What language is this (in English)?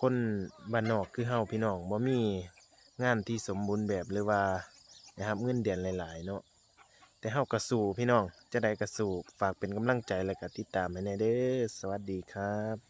Lao